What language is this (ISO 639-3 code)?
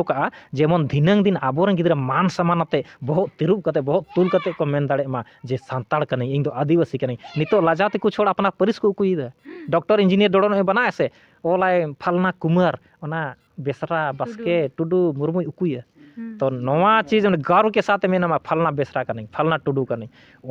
sat